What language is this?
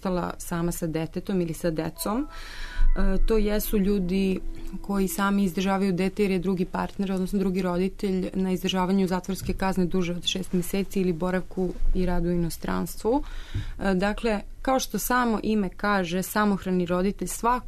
Serbian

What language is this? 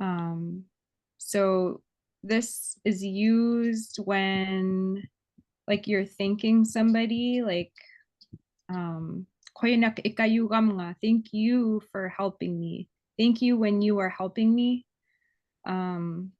Inupiaq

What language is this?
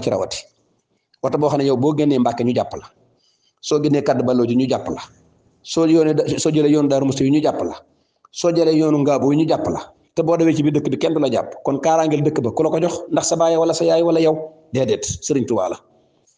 Wolof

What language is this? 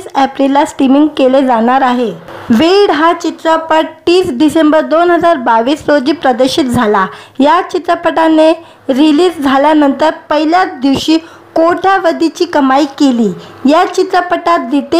Marathi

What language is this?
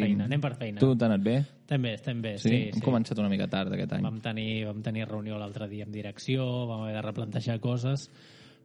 Catalan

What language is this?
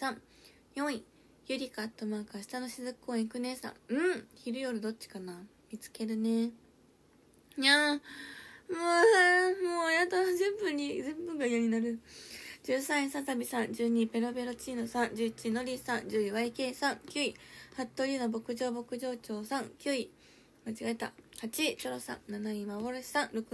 Japanese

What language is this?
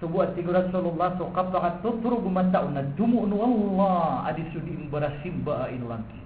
Maranao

